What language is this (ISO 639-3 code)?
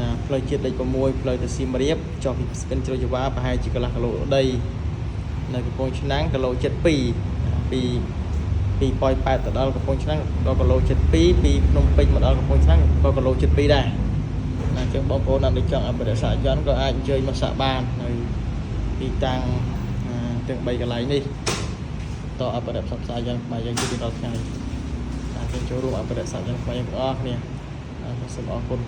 khm